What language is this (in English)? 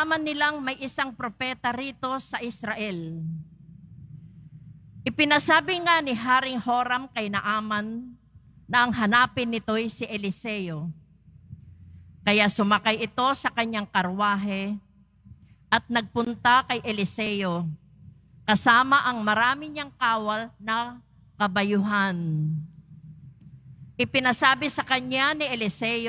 Filipino